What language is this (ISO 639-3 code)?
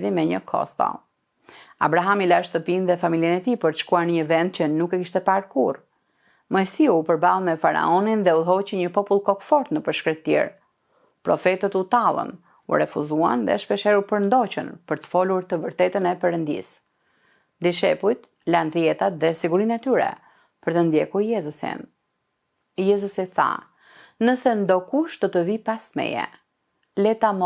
sqi